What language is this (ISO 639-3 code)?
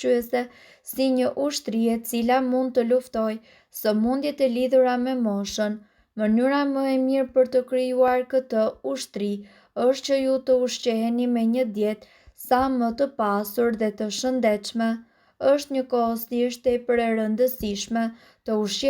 sqi